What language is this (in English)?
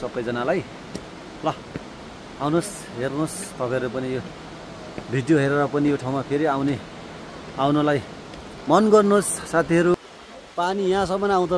Nepali